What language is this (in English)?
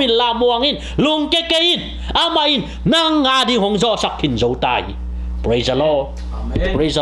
Tedim Chin